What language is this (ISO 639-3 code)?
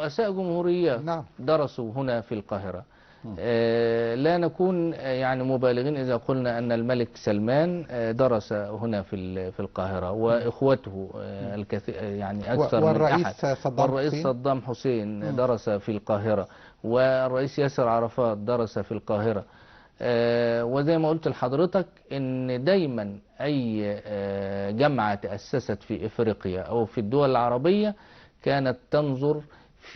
arz